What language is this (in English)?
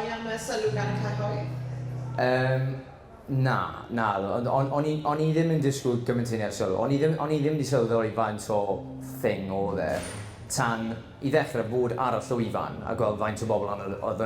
Welsh